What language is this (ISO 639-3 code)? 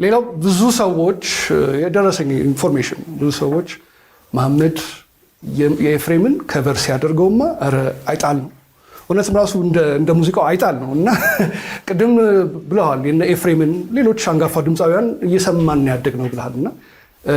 amh